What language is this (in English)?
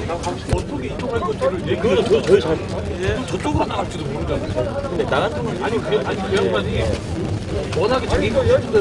Korean